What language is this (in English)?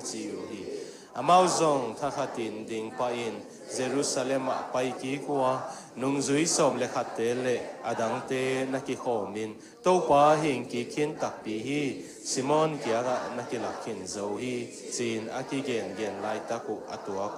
Tedim Chin